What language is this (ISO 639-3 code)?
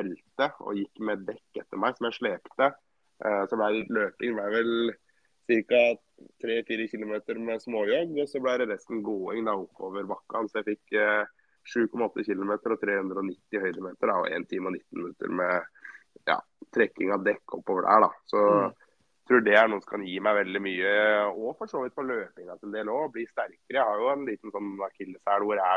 nor